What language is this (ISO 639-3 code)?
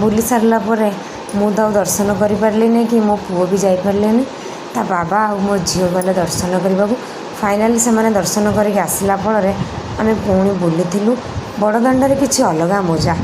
ori